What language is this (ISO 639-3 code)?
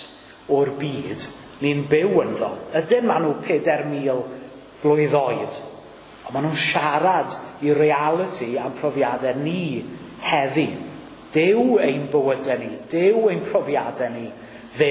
cym